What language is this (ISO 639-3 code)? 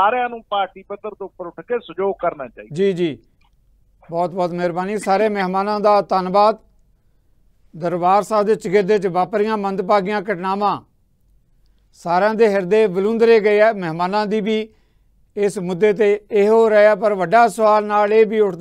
pan